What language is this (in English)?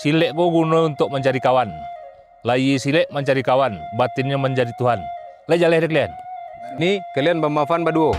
Minangkabau